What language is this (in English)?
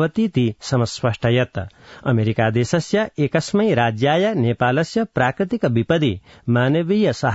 Sanskrit